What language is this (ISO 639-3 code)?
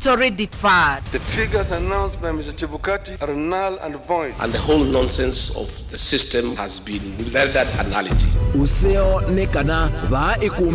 kam